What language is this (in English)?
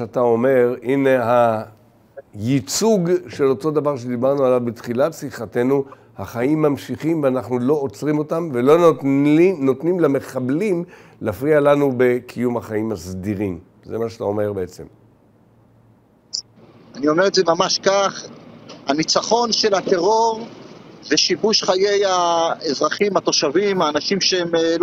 Hebrew